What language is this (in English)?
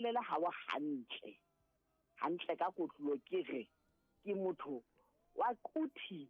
Southern Sotho